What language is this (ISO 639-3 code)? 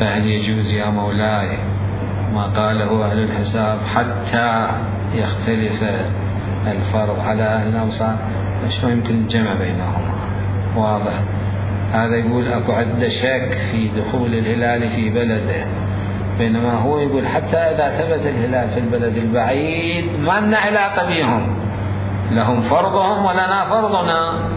acm